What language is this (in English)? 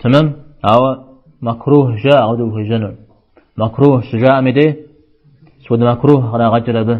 Kabardian